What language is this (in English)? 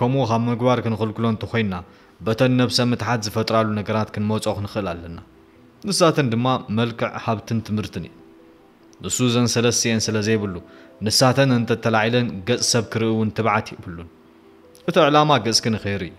Tigrinya